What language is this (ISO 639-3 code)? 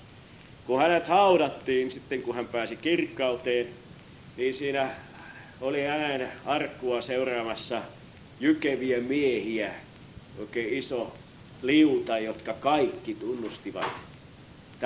fin